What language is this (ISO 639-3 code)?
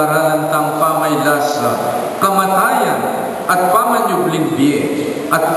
pam